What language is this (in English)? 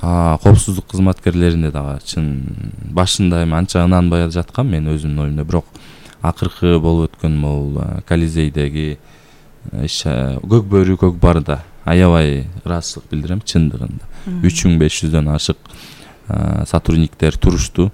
Kyrgyz